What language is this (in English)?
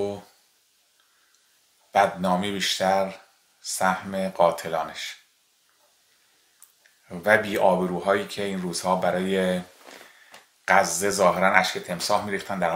Persian